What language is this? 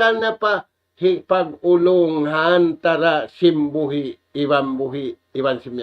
Tausug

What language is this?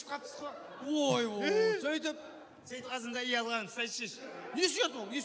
Kara-Kalpak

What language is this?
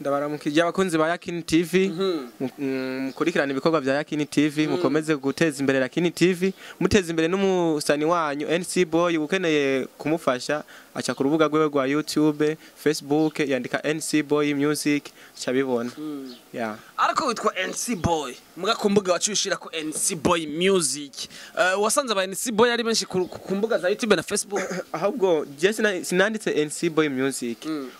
Rundi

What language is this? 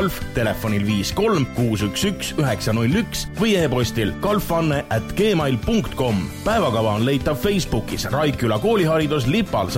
Estonian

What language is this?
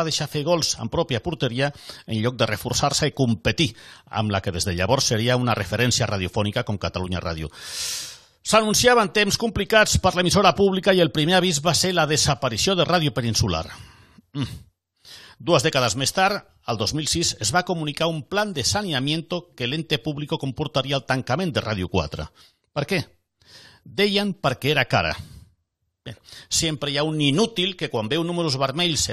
Catalan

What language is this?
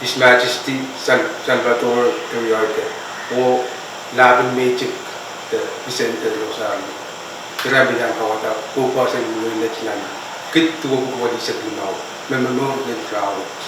Pohnpeian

